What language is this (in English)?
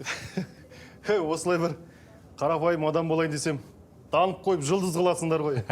Kazakh